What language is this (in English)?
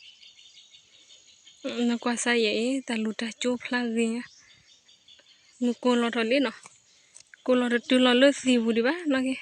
S'gaw Karen